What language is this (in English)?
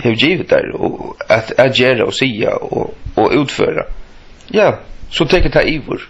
Faroese